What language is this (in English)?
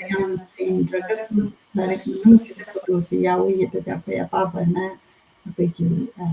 Manipuri